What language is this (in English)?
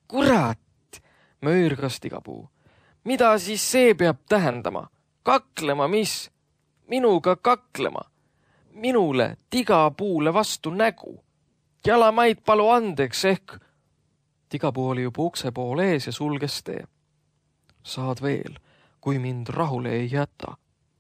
Estonian